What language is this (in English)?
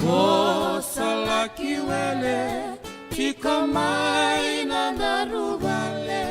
Fijian